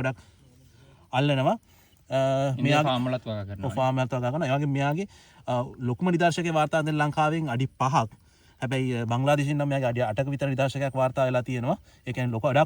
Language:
Sinhala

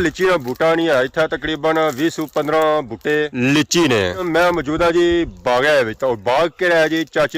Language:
Pahari-Potwari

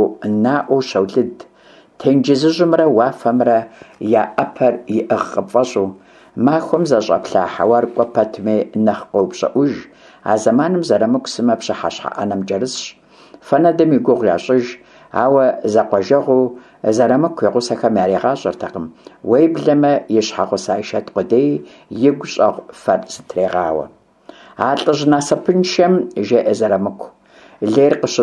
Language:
Kabardian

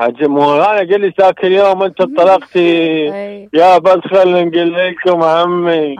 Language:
Mesopotamian Arabic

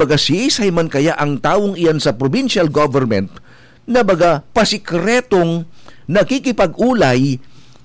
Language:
Bikol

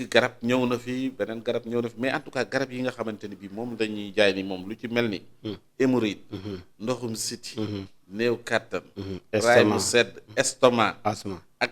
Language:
Wolof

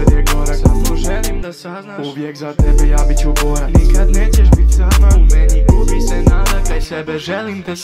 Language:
Croatian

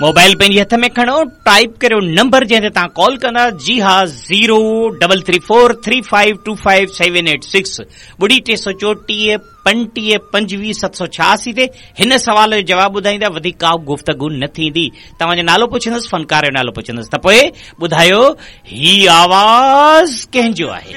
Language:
Sindhi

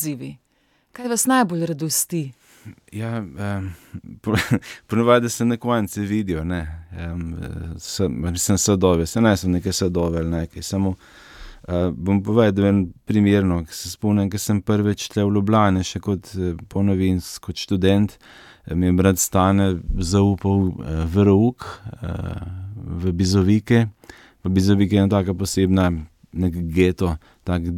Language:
Slovenian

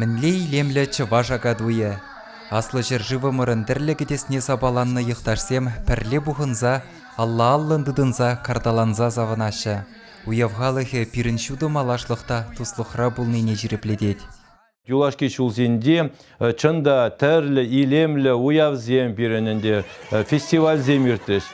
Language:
Chuvash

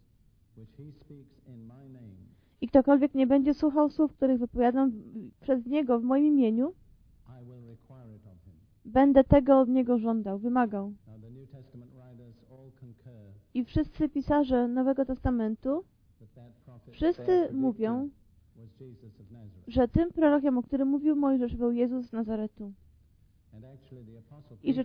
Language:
Polish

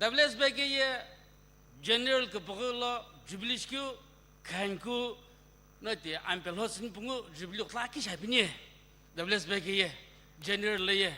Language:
Sumi Naga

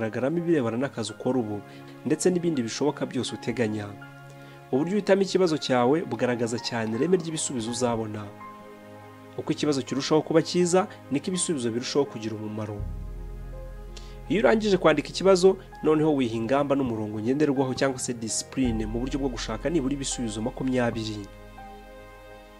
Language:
Kinyarwanda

